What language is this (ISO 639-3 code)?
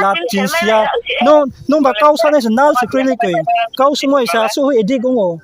ria